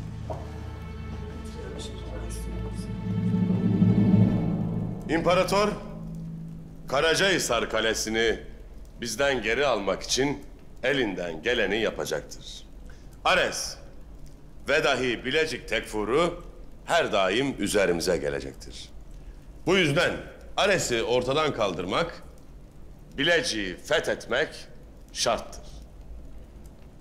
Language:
Turkish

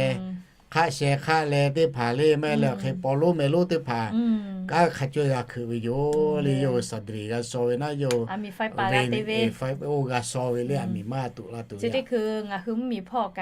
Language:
Lahu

